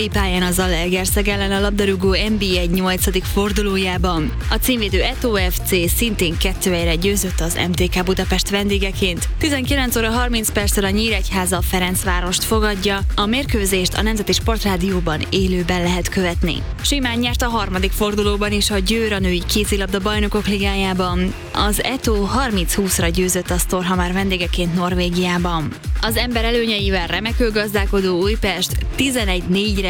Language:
Hungarian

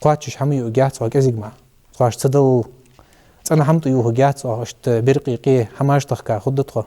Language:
Ingush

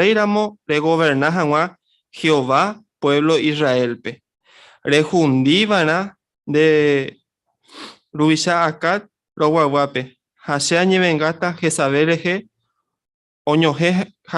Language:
Guarani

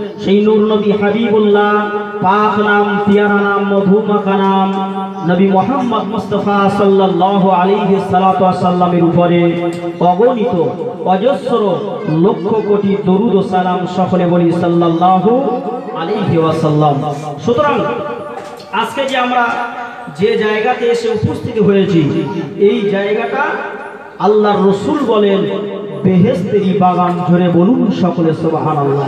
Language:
Bangla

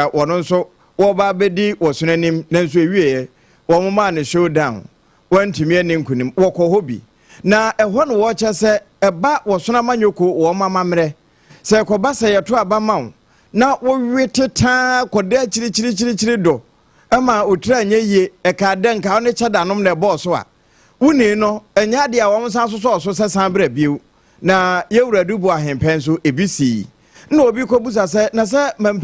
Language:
Akan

